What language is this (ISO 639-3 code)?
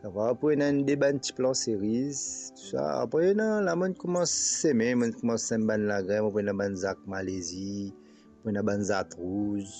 mfe